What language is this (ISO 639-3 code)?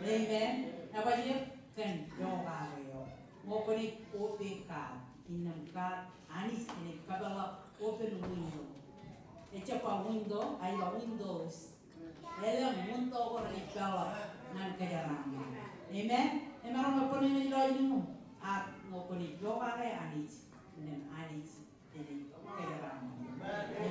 mah